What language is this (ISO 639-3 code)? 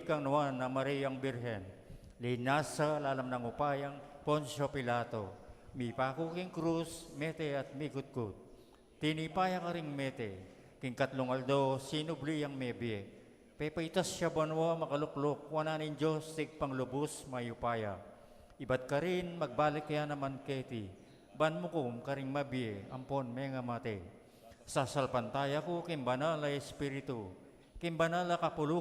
pam